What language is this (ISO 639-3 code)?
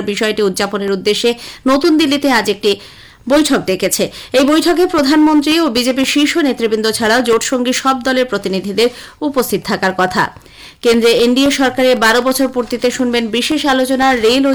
ben